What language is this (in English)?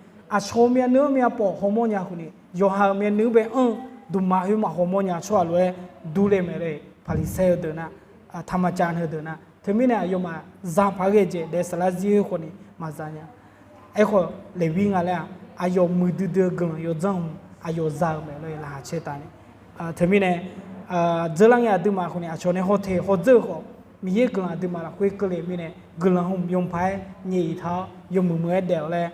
Akha